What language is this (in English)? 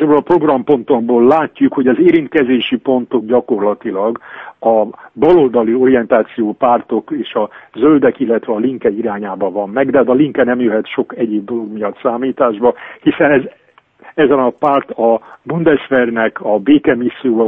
Hungarian